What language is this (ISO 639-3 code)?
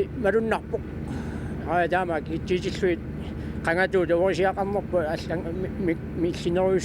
kal